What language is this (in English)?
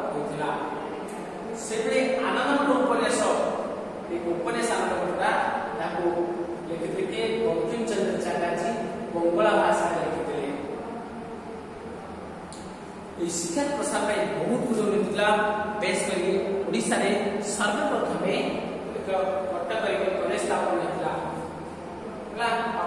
Odia